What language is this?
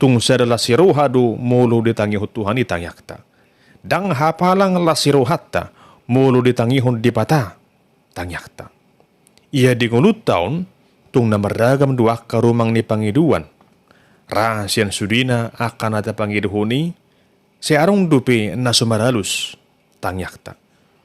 Batak Toba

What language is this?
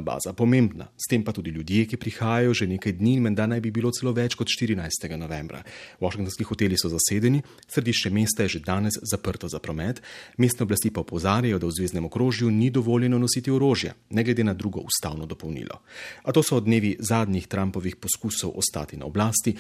Slovenian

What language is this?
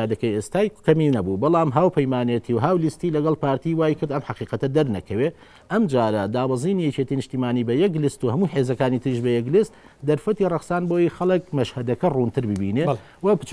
Central Kurdish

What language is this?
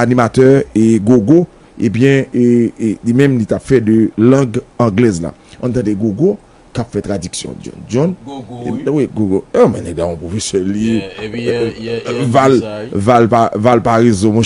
Haitian Creole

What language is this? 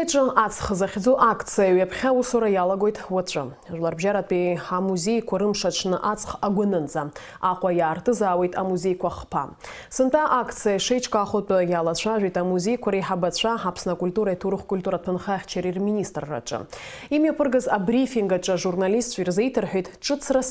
Abkhazian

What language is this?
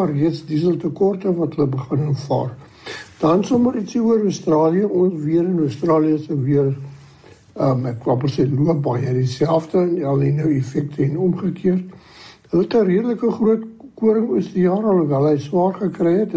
Afrikaans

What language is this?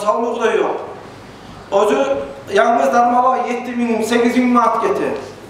Kumyk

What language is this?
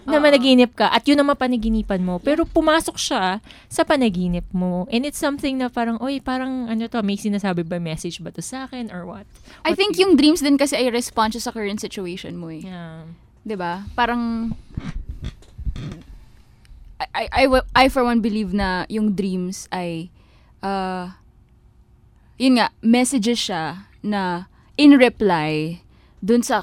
Filipino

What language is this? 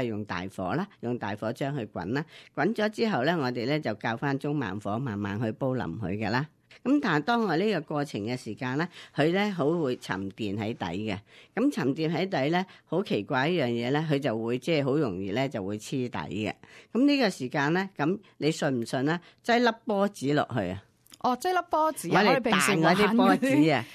Cantonese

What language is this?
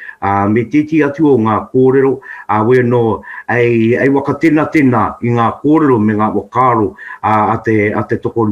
Māori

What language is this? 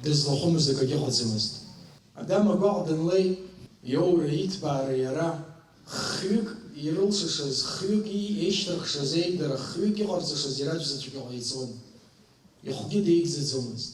Abkhazian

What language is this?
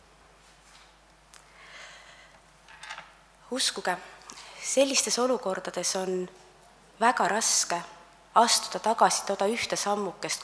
Estonian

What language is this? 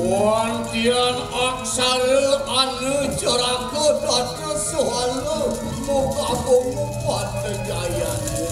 Balinese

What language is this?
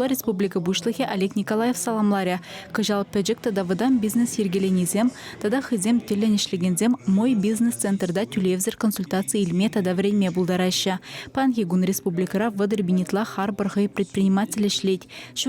Chuvash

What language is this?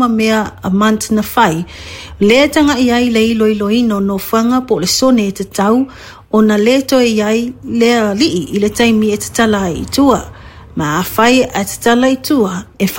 Samoan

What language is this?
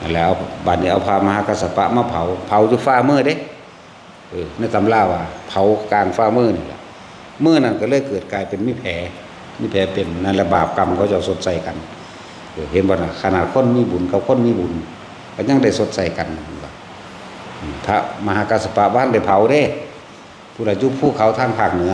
Northeastern Thai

